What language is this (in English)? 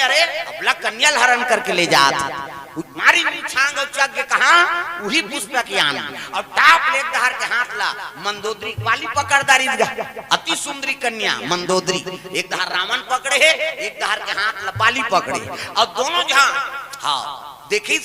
Chhattisgarhi